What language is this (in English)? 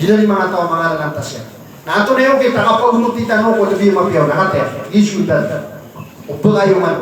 Maranao